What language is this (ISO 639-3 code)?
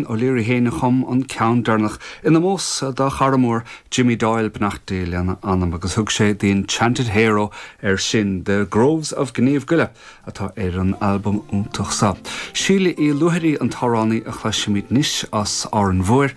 gle